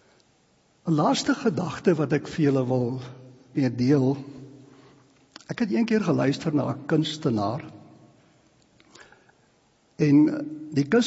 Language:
Afrikaans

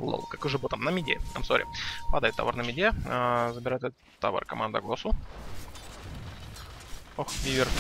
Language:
Russian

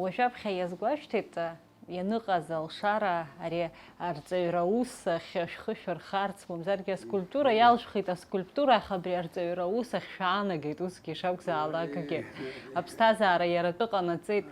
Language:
Abkhazian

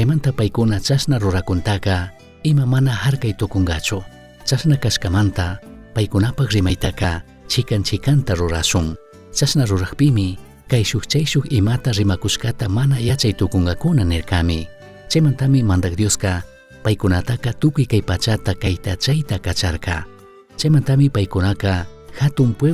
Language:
Chimborazo Highland Quichua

